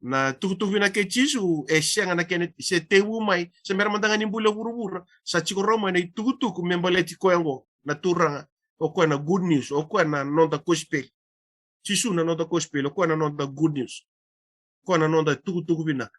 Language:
Fijian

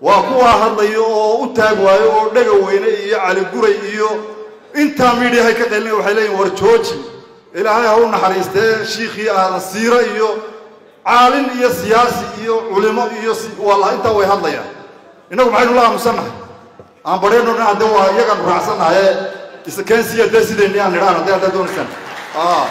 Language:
Somali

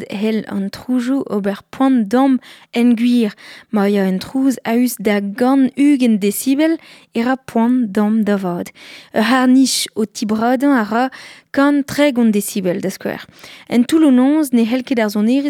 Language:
Breton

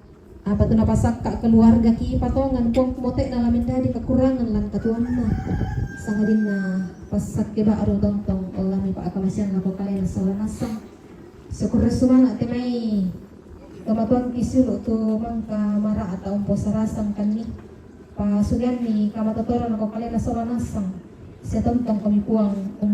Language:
Toraja-Sa'dan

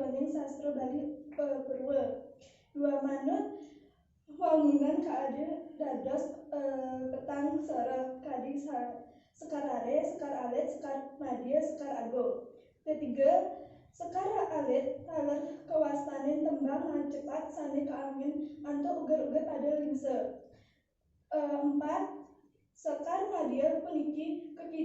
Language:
Balinese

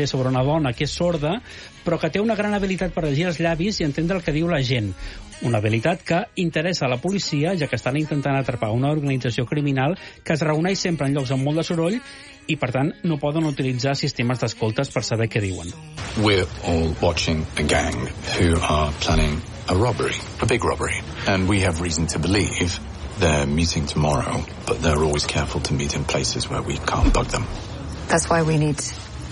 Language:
Catalan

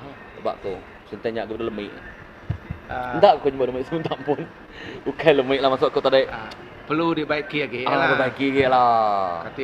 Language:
Iban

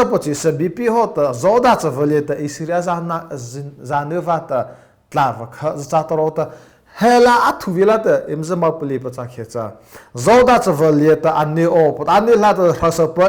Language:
Mara Chin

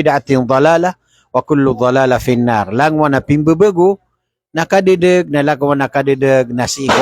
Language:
Maranao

